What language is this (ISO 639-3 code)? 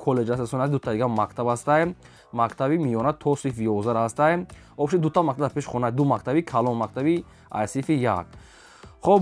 tgk